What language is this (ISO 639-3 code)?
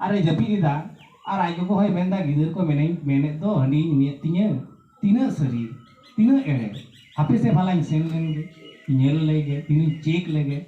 sat